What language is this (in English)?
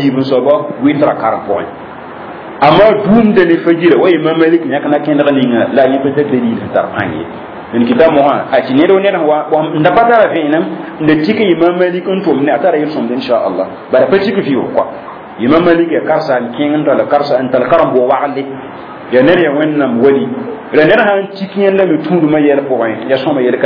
Mossi